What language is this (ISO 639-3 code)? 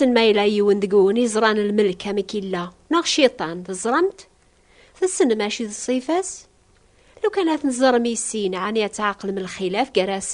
kab